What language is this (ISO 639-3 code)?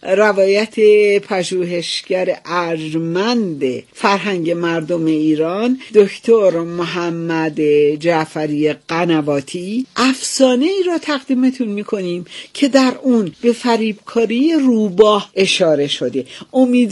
fas